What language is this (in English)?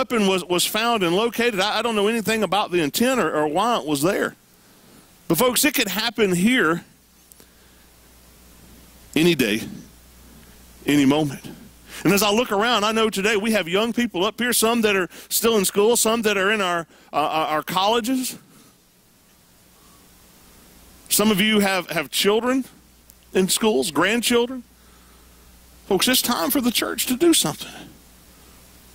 English